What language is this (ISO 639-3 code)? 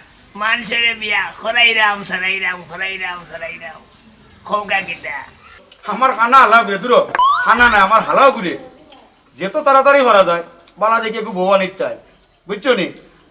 syl